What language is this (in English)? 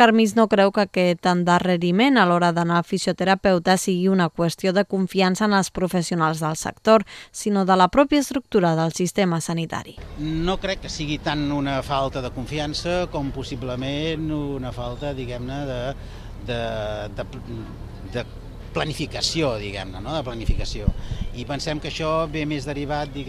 Catalan